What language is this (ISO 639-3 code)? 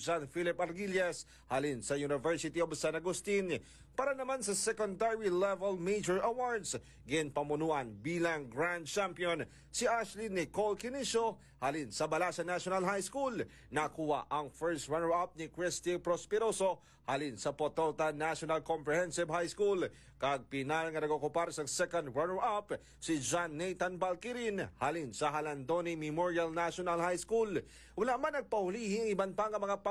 hil